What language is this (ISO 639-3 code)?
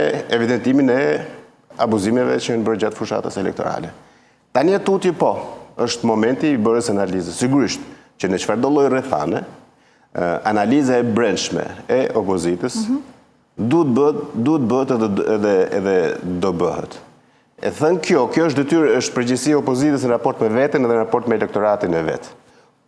sqi